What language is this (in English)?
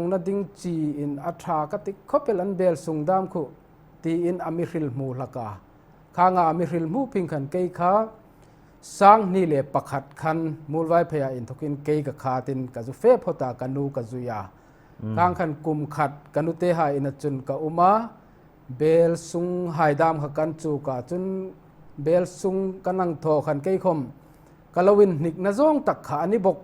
Hmar